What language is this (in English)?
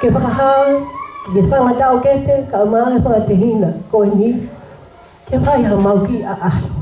Tongan